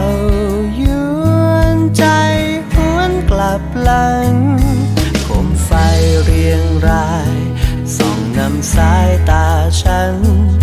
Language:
Thai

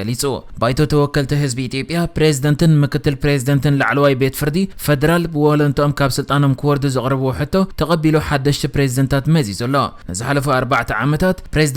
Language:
Tigrinya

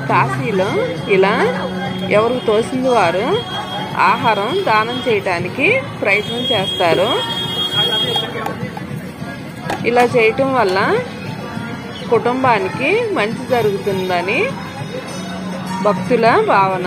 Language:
Telugu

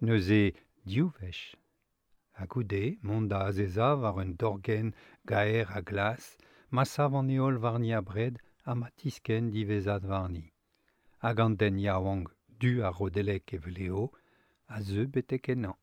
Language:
Breton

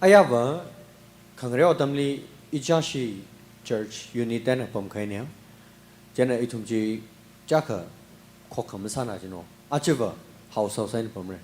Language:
Tangkhul Naga (India)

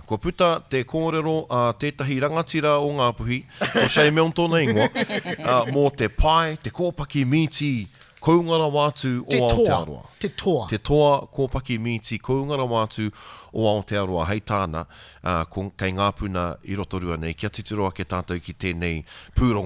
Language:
Māori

